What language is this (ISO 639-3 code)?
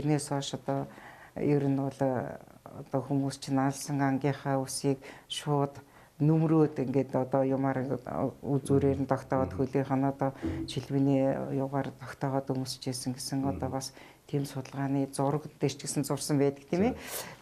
mon